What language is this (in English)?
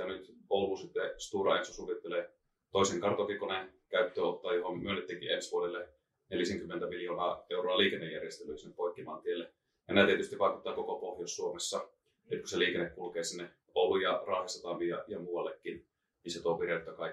Finnish